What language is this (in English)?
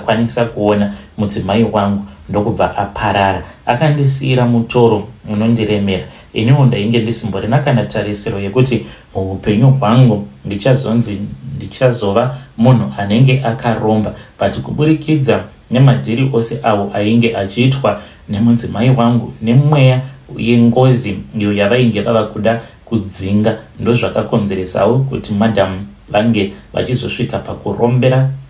Shona